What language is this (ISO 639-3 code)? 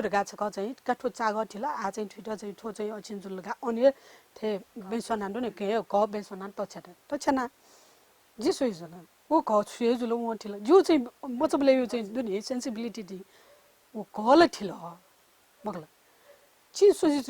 new